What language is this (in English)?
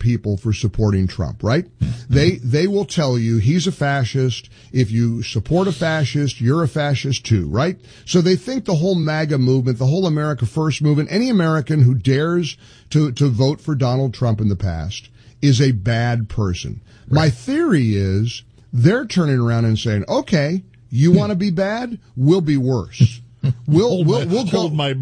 English